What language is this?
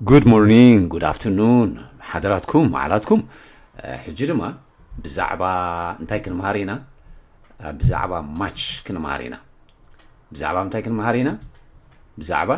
Tigrinya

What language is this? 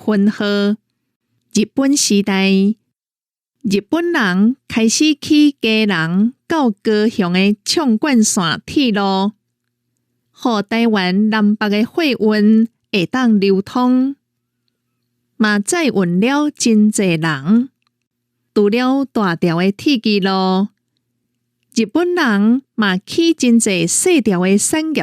Min Nan Chinese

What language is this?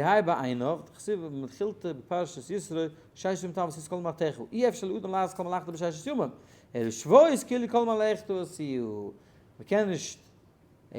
Yiddish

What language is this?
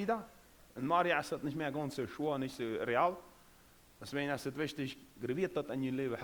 Plautdietsch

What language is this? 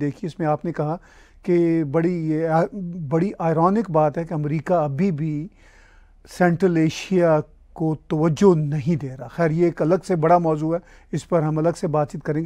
Urdu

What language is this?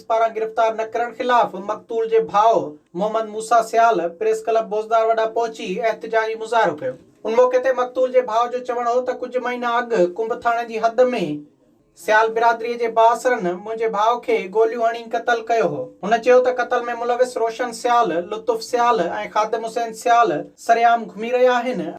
Sindhi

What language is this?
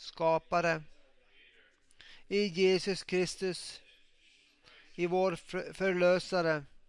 Swedish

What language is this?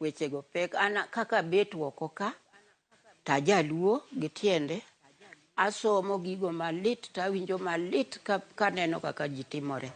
Luo (Kenya and Tanzania)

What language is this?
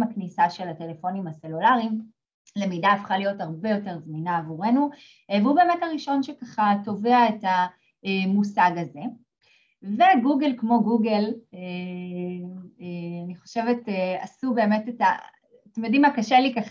Hebrew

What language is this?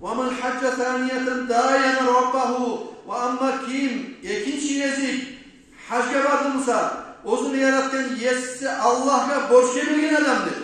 Kumyk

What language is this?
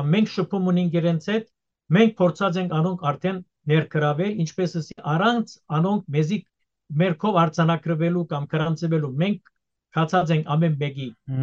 Western Armenian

